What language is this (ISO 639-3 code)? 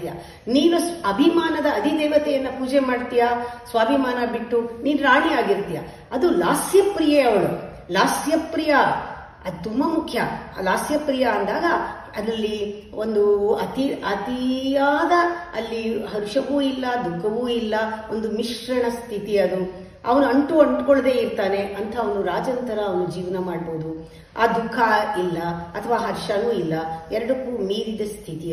kan